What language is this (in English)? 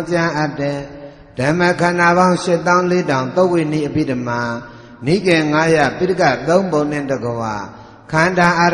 Burmese